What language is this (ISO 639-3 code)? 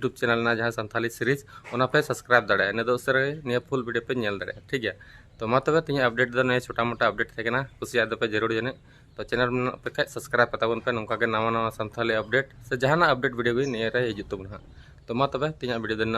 sat